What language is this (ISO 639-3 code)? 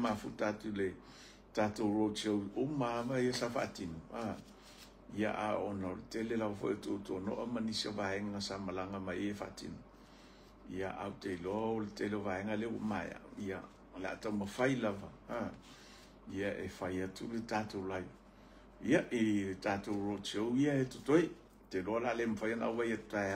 smo